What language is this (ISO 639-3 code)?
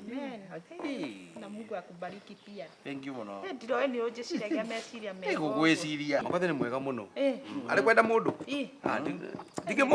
kik